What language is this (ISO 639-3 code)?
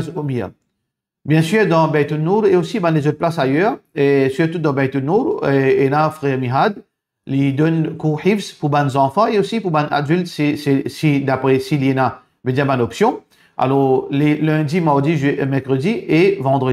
mfe